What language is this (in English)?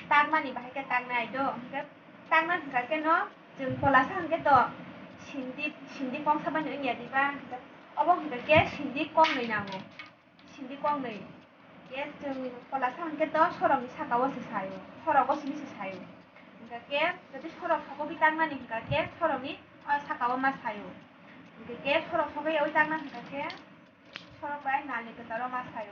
Kok Borok